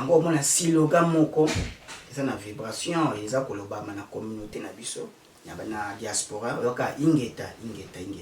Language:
Lingala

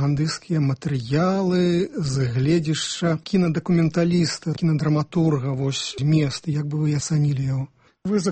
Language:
Belarusian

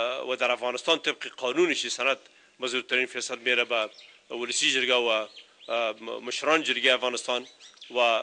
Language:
Persian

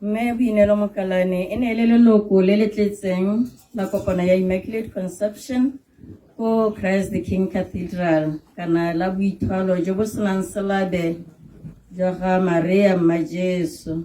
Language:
Tswana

